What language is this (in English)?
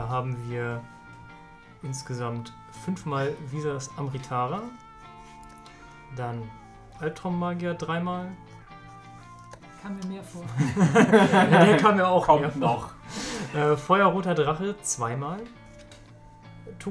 German